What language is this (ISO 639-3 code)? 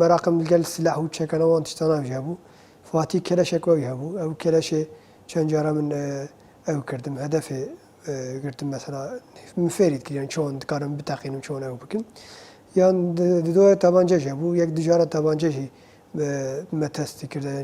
kur